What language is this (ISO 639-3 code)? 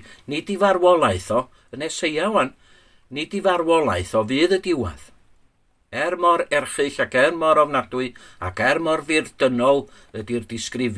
cym